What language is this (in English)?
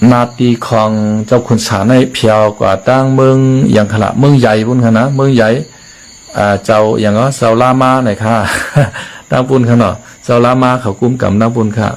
Shan